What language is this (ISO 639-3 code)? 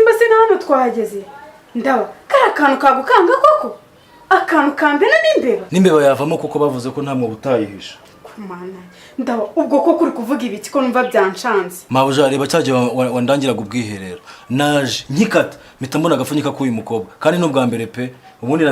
kin